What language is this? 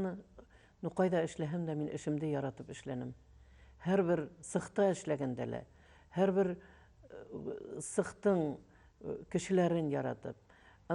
Bashkir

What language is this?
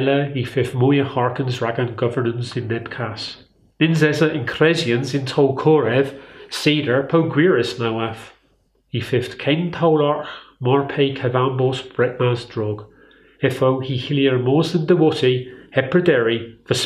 Cornish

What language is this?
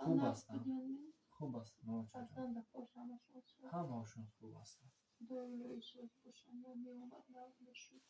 Tajik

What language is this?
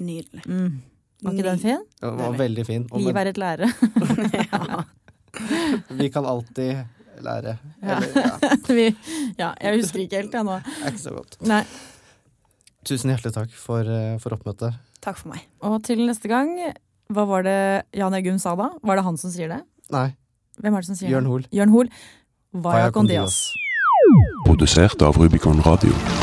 Norwegian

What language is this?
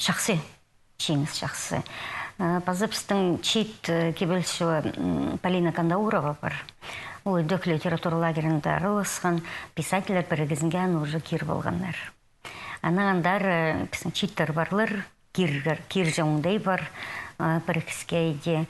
Khakas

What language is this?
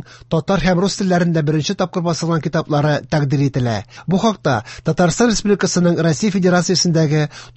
Tatar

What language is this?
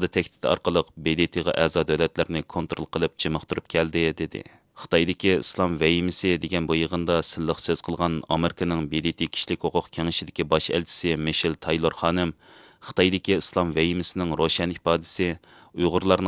Uyghur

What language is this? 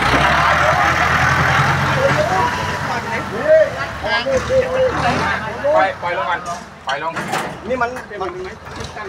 Thai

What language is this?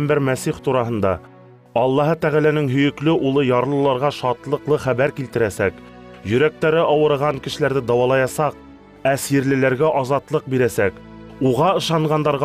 Bashkir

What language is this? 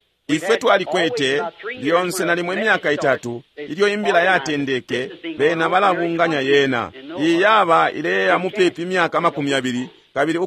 Bemba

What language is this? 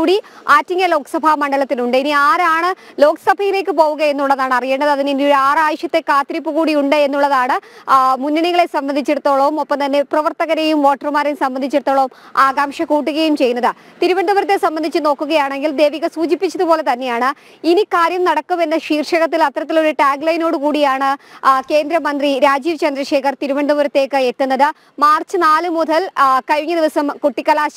Malayalam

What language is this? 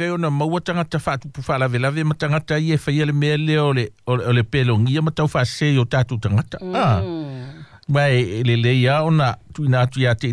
Samoan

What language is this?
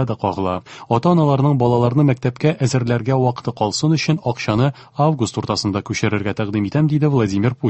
Tatar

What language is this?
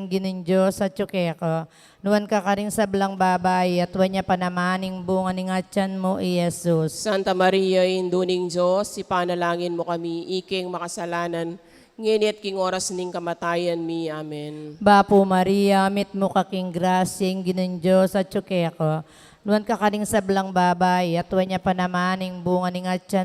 Pampanga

